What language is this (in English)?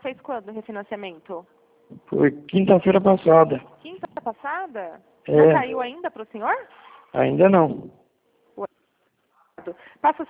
Portuguese